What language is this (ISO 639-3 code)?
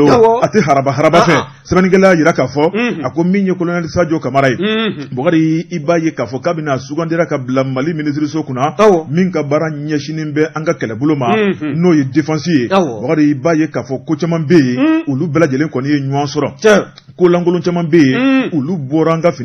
bam